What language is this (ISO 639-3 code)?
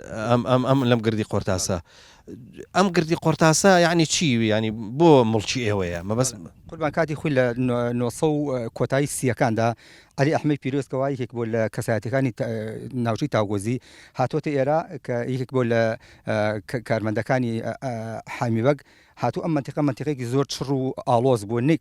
ckb